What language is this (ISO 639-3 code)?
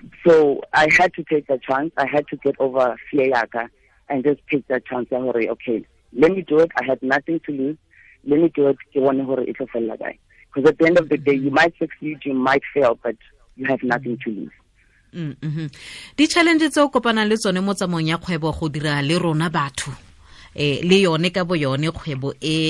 tsn